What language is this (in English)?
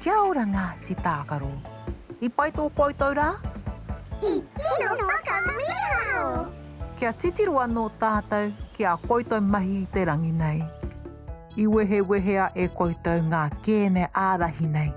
Māori